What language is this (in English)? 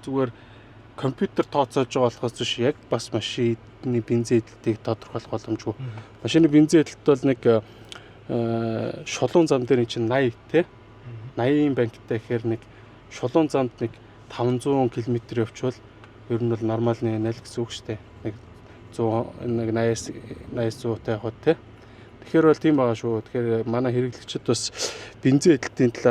Mongolian